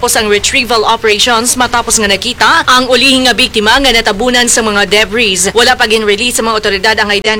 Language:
Hiligaynon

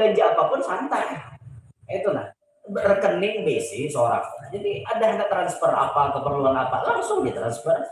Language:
Banjar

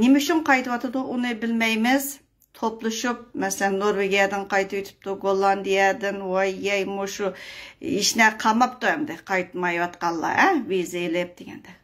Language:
Uyghur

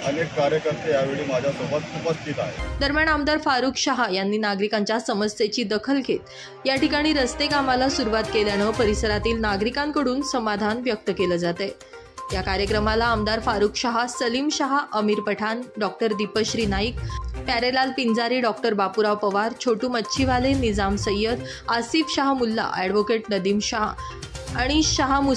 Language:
Marathi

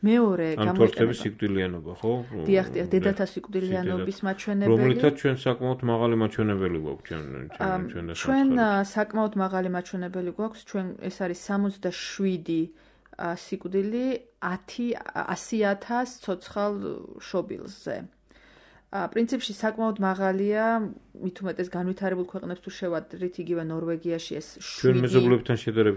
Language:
Georgian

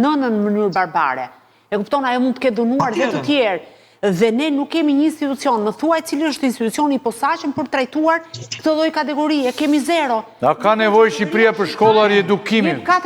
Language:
Albanian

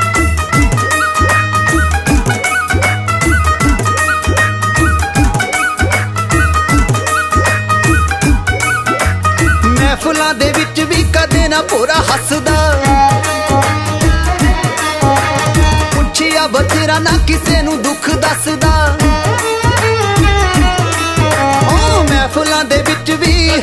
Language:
Punjabi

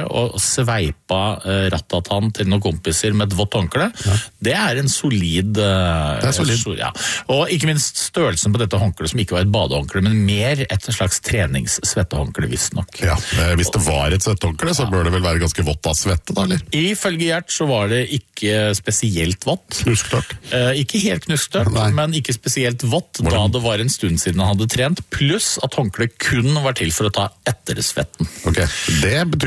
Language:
Norwegian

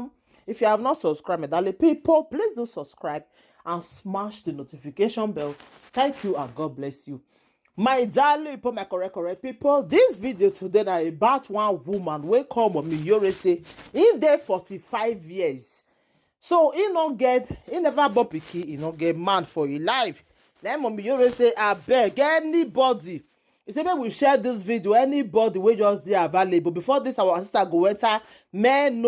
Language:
Nigerian Pidgin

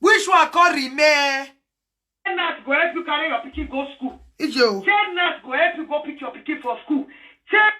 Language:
Nigerian Pidgin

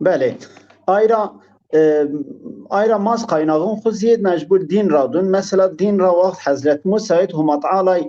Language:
Zaza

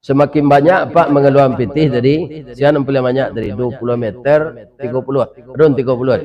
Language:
Minangkabau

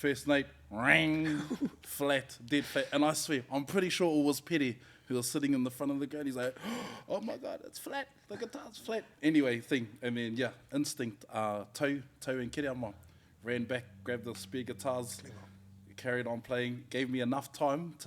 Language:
Māori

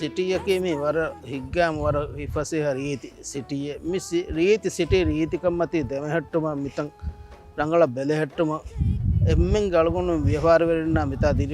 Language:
Divehi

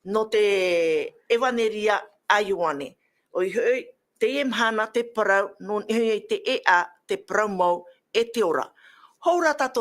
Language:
Tahitian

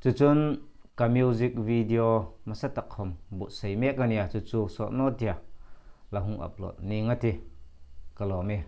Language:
Hmar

